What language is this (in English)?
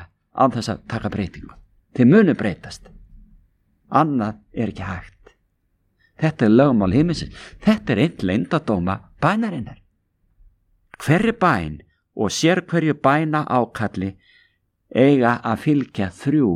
Icelandic